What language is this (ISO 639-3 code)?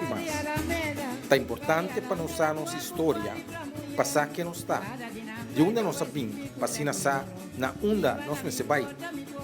pap